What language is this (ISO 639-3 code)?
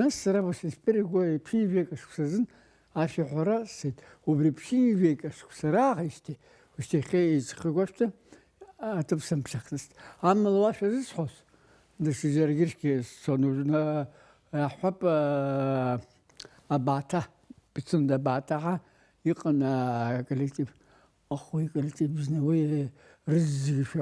abk